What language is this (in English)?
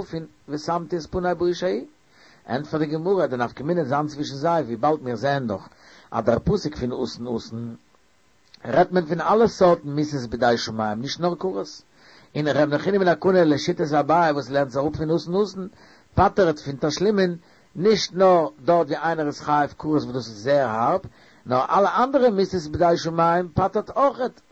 Yiddish